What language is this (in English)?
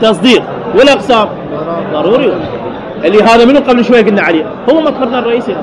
Mesopotamian Arabic